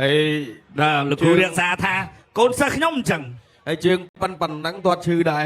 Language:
Khmer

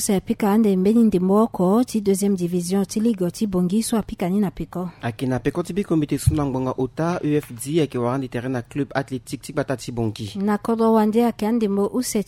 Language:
Sango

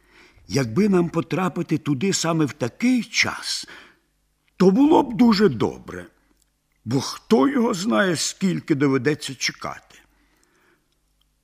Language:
Ukrainian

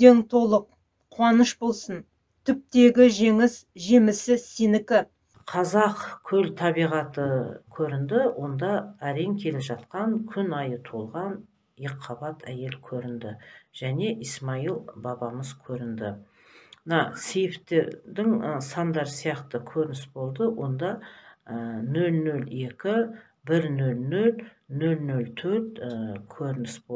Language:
Kazakh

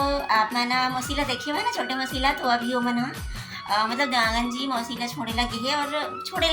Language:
Chhattisgarhi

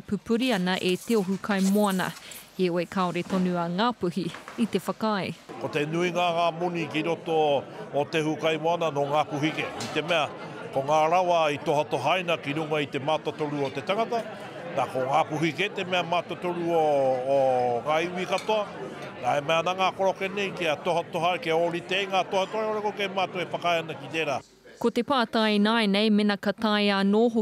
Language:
Māori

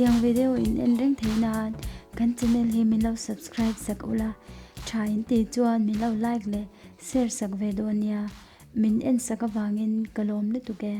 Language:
Mizo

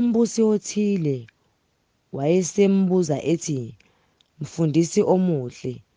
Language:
Zulu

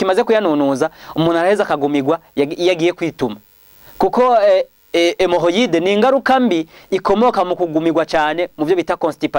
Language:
Rundi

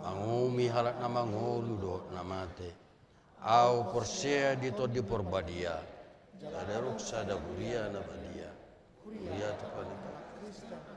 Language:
Batak Toba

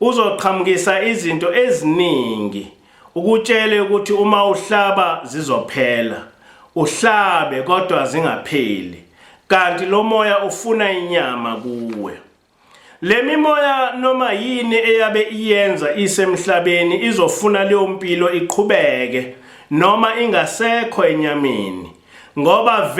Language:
Zulu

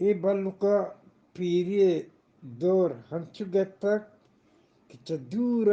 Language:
Eastern Balochi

